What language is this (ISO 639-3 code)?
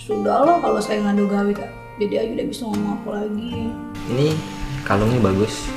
mui